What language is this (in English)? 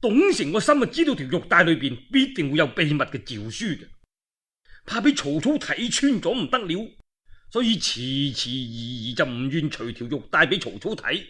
Cantonese